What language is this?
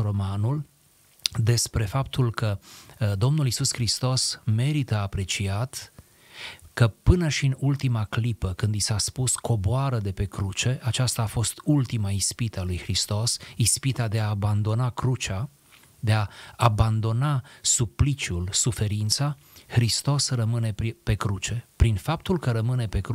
Romanian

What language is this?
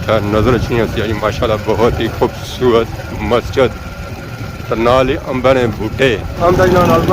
Pahari-Potwari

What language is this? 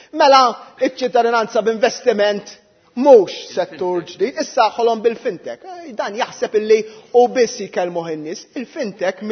Maltese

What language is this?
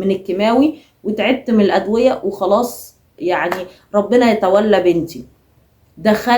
Egyptian Arabic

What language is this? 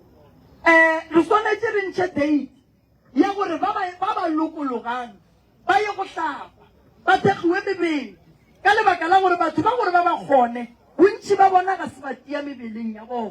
Northern Sotho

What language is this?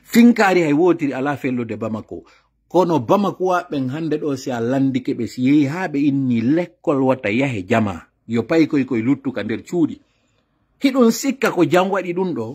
Pular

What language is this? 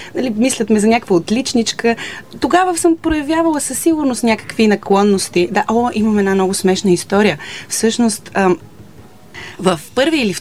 Bulgarian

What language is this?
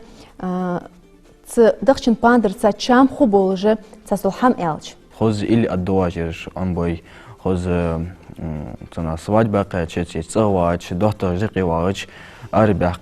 Ingush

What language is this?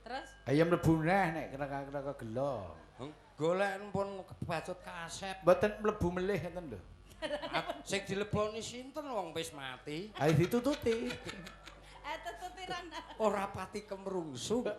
Javanese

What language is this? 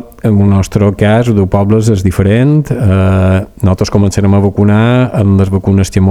Catalan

